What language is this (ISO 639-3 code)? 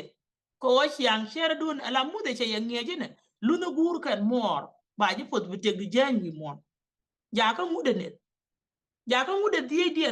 nus